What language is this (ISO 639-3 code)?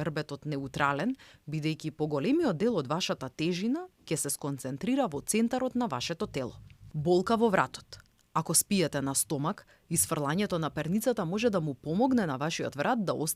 mkd